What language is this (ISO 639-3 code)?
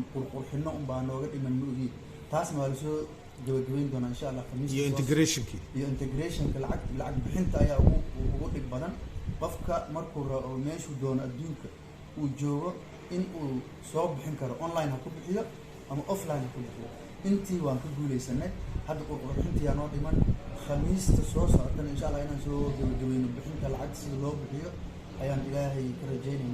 som